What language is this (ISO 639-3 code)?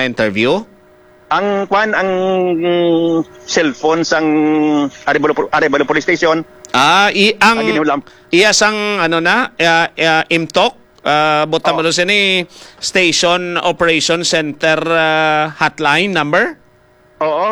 hil